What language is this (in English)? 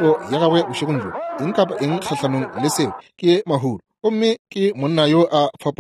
Northern Sotho